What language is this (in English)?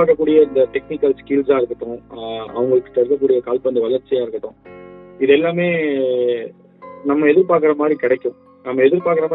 Tamil